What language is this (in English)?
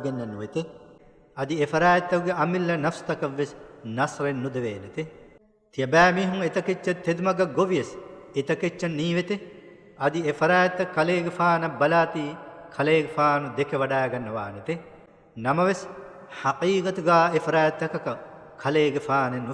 Divehi